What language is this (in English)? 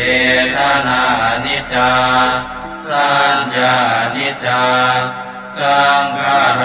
Pali